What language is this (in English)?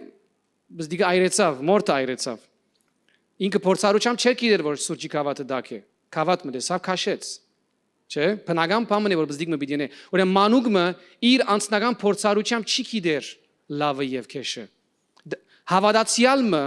Western Armenian